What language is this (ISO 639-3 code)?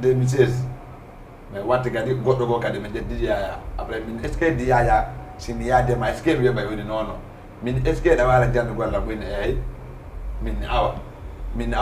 ful